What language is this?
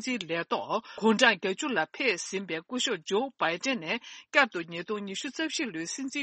Tibetan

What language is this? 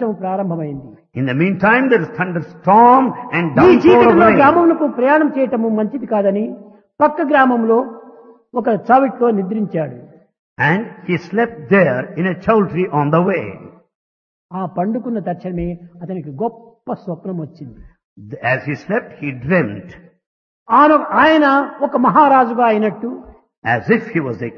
Telugu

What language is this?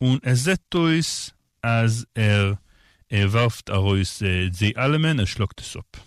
Yiddish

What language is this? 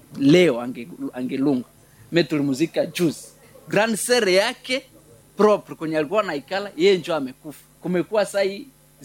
Swahili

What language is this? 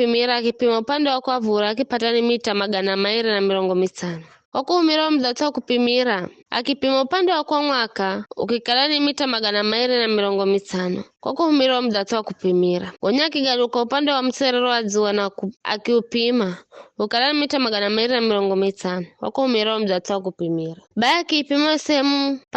Giryama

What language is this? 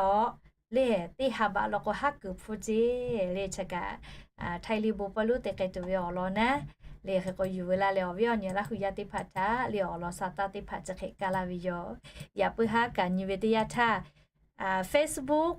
Lahu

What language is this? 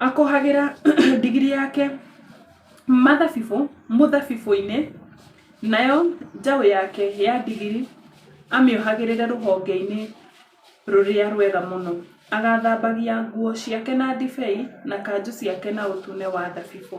Kikuyu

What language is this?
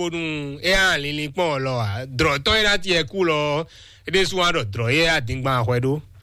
Fon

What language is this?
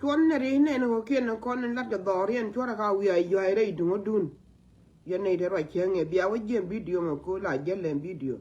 Nuer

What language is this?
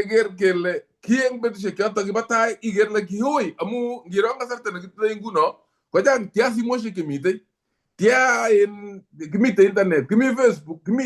Kalenjin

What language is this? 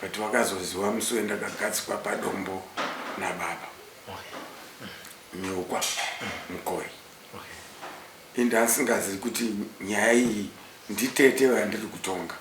Shona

